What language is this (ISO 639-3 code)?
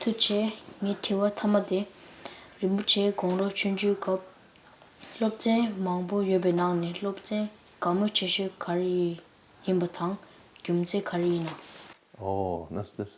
bod